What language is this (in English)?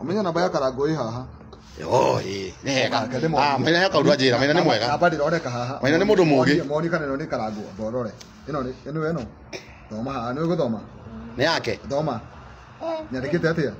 Kikuyu